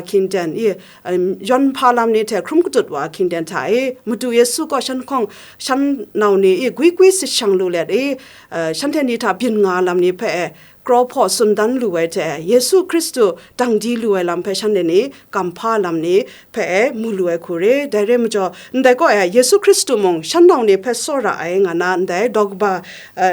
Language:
Kachin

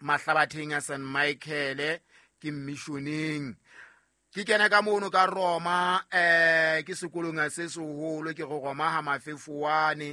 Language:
Southern Sotho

